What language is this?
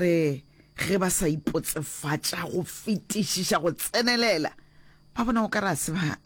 Northern Sotho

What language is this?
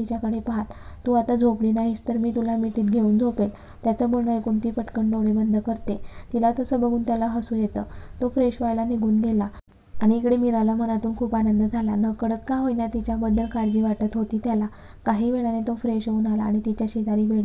Marathi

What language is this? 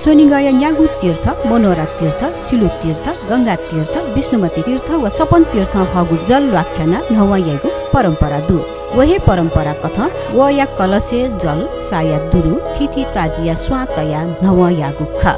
Newari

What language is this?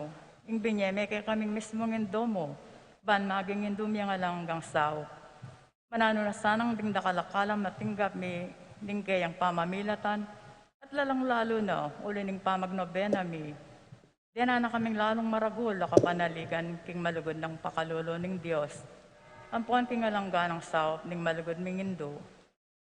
Pampanga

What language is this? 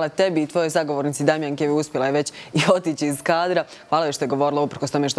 Bosnian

